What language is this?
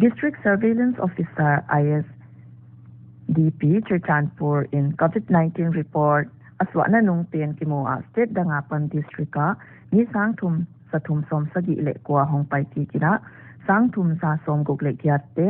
Paite Chin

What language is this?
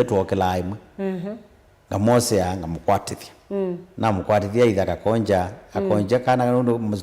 Kamba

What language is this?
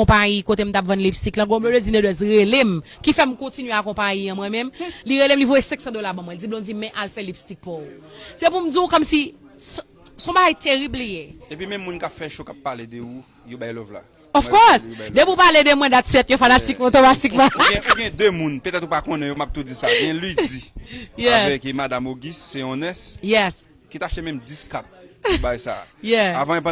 Haitian Creole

